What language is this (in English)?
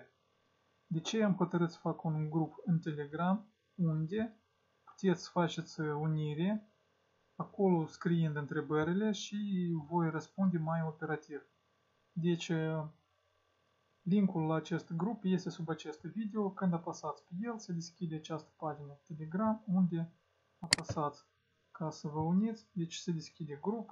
Romanian